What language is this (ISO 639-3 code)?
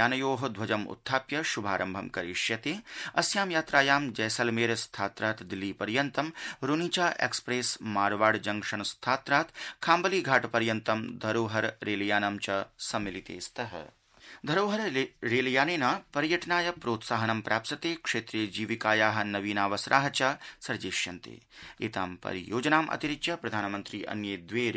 san